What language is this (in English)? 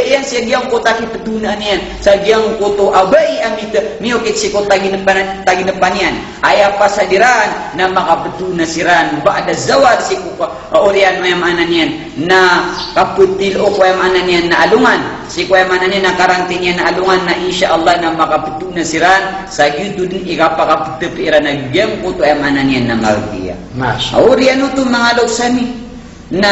Maranao